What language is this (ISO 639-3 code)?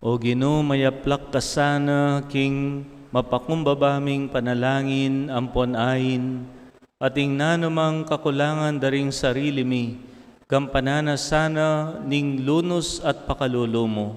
pam